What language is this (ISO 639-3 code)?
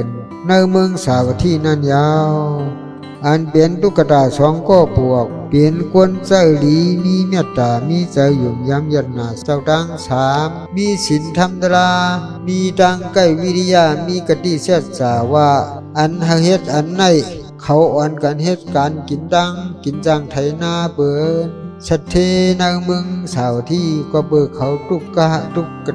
shn